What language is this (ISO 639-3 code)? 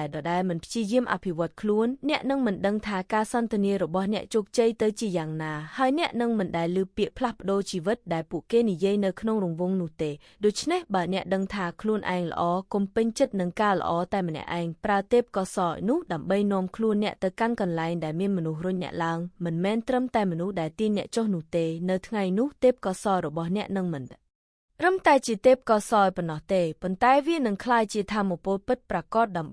khm